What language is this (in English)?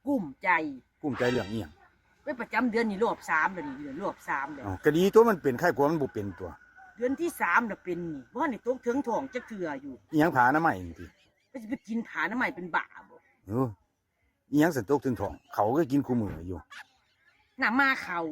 Lao